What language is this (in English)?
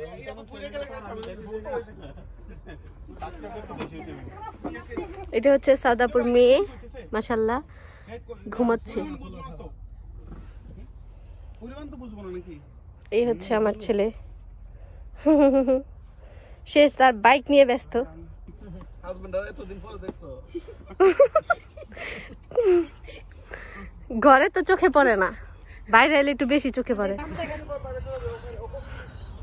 Bangla